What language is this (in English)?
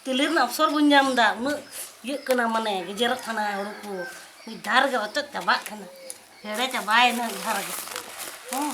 Santali